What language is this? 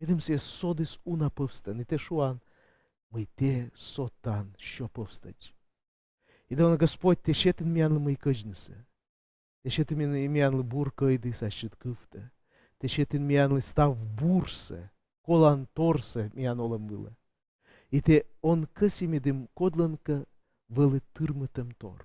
Komi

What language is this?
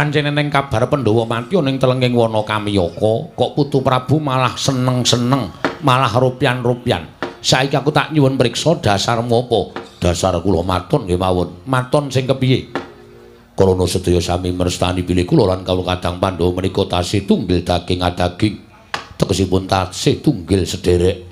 Javanese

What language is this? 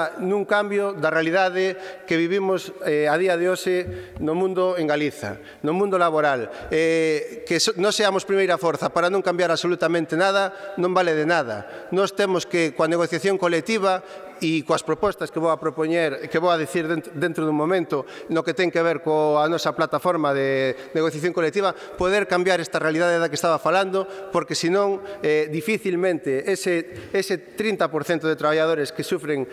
Galician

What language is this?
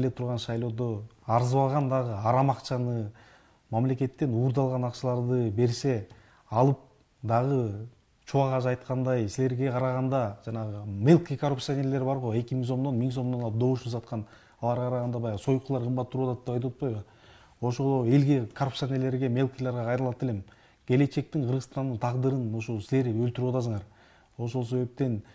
Kyrgyz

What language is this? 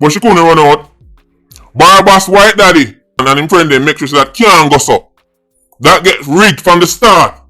Jamaican Creole English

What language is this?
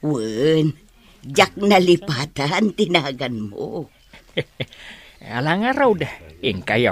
Iloko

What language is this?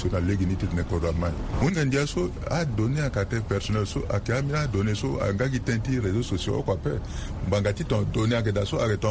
Sango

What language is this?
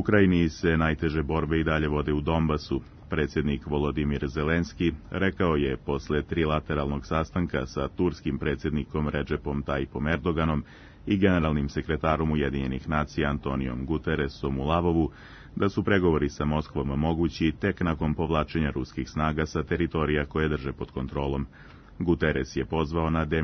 Serbian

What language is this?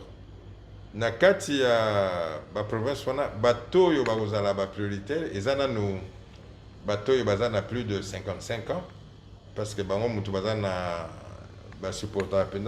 Lingala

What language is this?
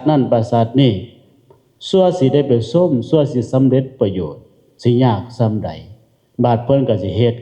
Lao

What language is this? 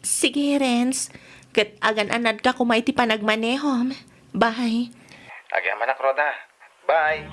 Iloko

